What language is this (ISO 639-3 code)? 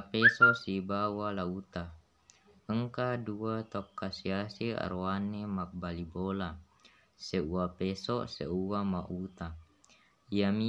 bug